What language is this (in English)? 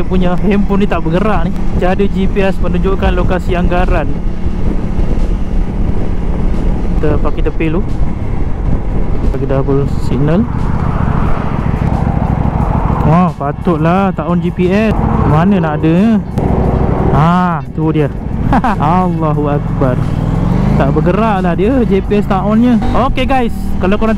Malay